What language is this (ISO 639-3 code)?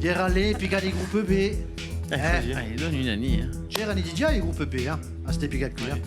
cos